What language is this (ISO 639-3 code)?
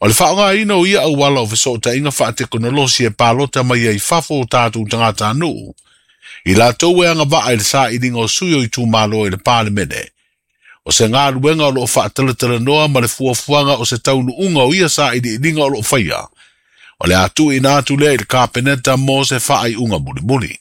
smo